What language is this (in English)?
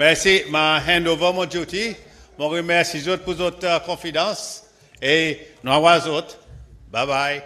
Seselwa Creole French